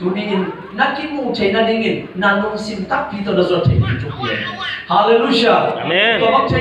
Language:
Tedim Chin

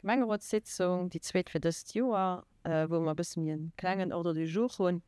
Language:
Luxembourgish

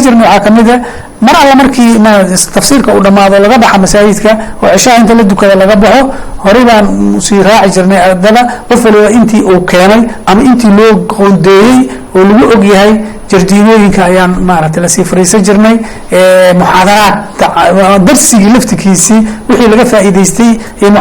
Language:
Somali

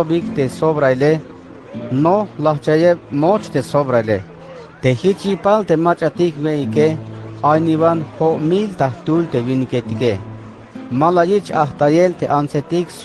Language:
Tzeltal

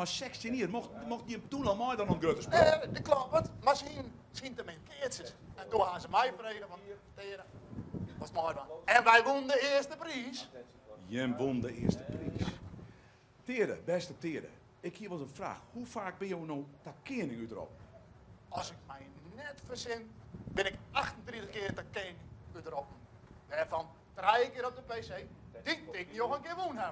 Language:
Western Frisian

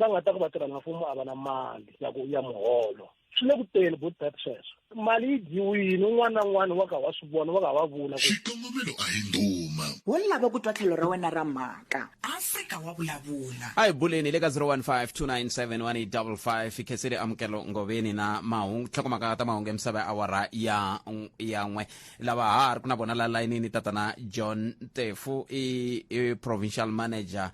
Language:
Tsonga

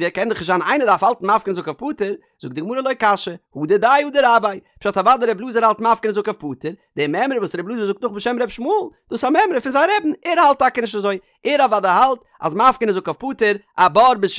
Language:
Yiddish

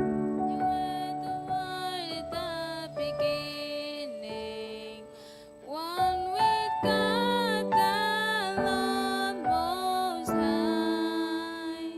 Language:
Gilbertese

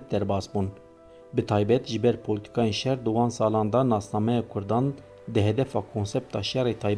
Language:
Kurdish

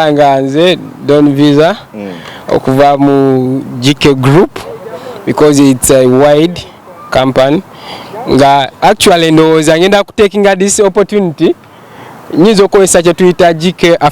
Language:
Ganda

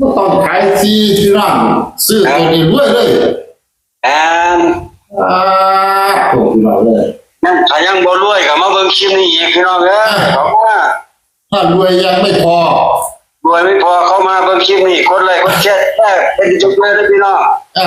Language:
Northeastern Thai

